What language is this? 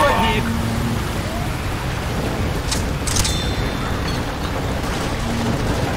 Russian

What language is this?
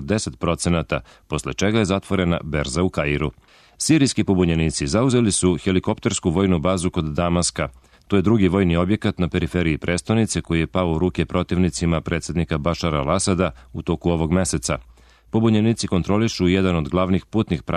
Serbian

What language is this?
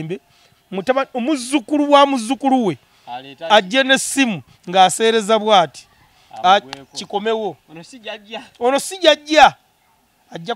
Ganda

